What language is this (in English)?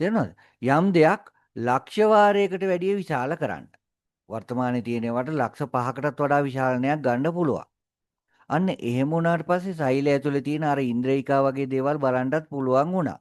Sinhala